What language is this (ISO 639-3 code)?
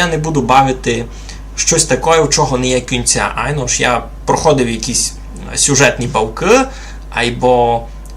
rue